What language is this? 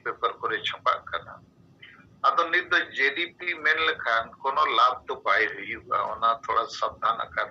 Santali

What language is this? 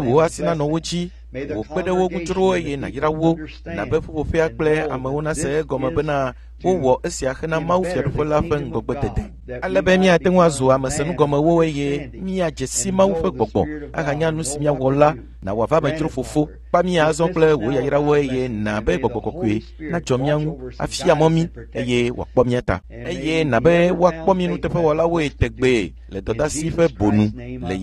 Ewe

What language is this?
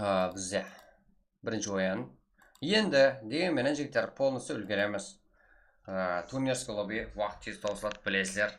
Kara-Kalpak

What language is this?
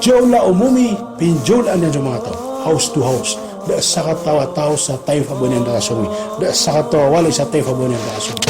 Maranao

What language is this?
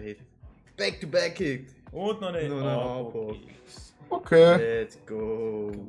Swiss German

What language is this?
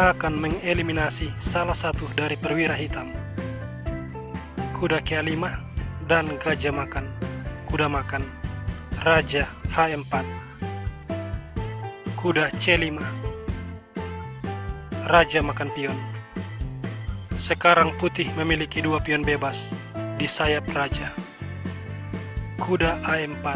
Indonesian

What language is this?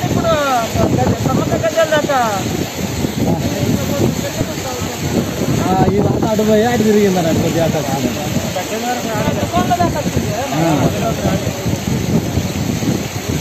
Telugu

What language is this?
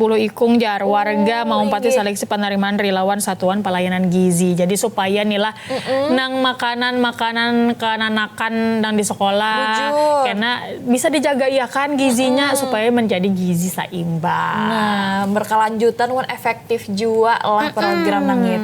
Banjar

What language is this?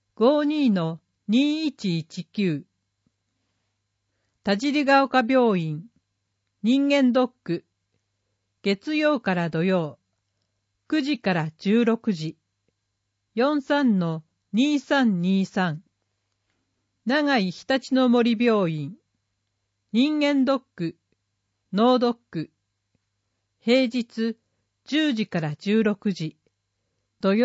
Japanese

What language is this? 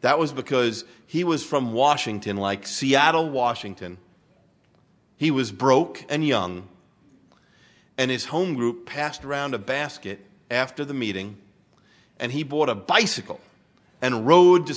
English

